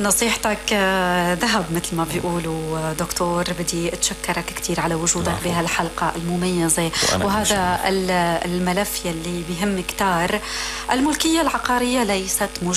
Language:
North Levantine Arabic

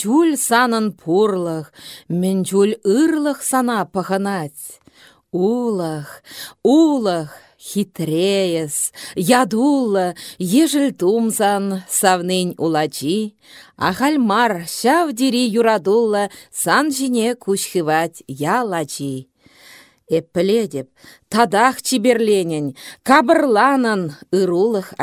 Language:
Chuvash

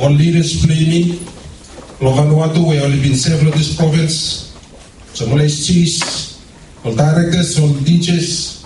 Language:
Bislama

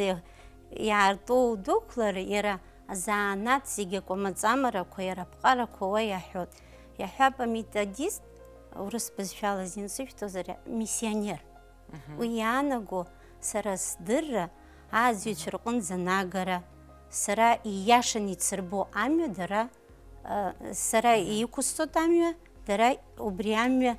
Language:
Abkhazian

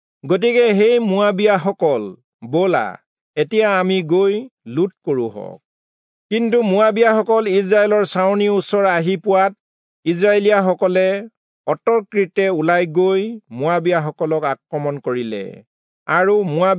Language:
Assamese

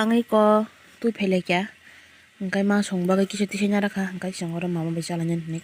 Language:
Kok Borok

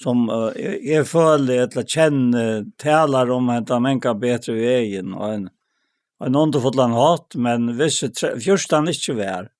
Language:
Faroese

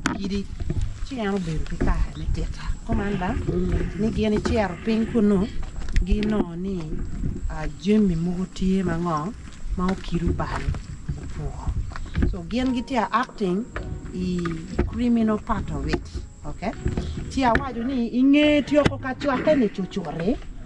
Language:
Acoli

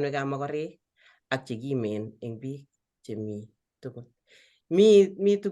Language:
Kalenjin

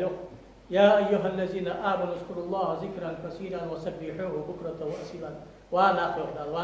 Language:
Ingush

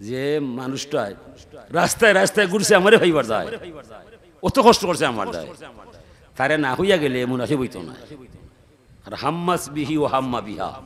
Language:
Sylheti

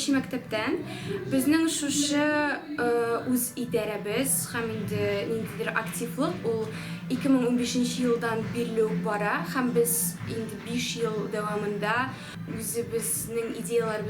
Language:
Tatar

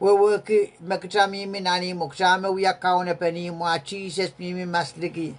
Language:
Pohnpeian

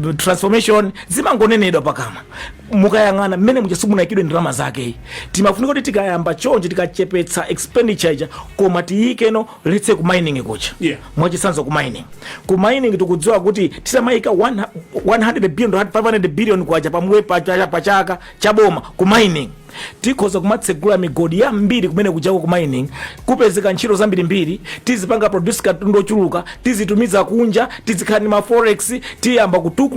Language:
Nyanja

